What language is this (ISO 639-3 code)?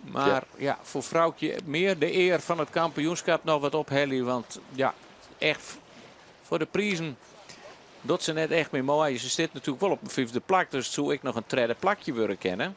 fry